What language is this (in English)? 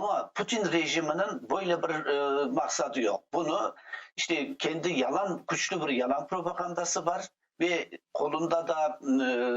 Crimean Tatar